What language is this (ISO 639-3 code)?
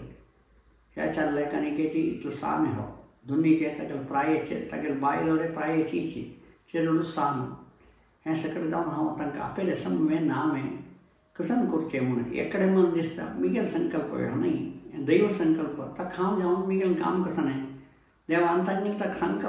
kok